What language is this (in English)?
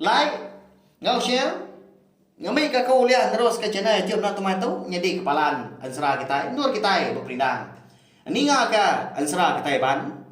Iban